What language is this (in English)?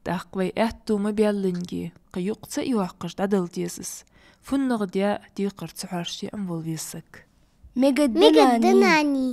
Ingush